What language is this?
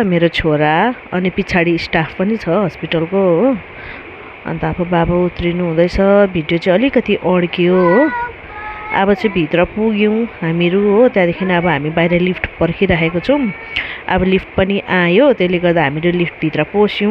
Nepali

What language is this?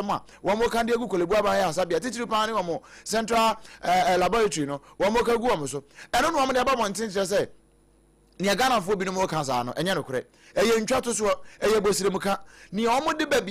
Akan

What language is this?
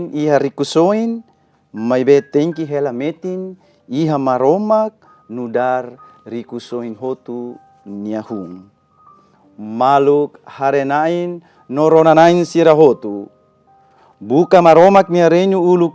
Tetum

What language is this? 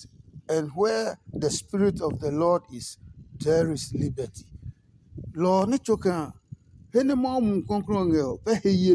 Adangme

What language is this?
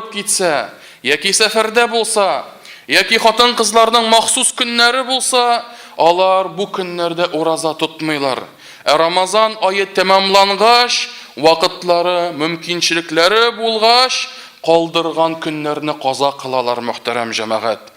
Tatar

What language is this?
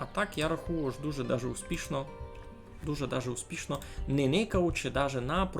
Rusyn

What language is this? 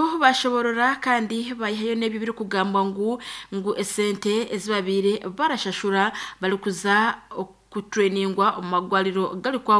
Nyankole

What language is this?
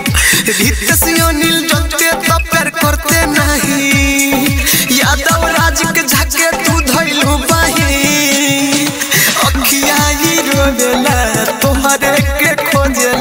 Bhojpuri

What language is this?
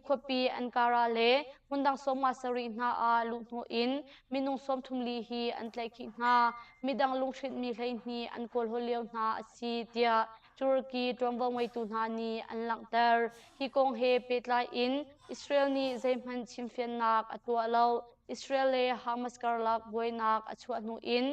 Hakha Chin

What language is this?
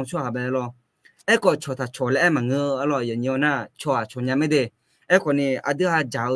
Akha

